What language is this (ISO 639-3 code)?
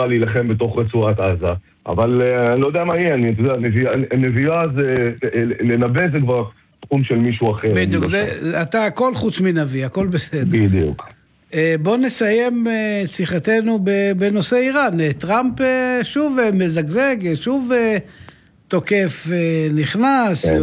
heb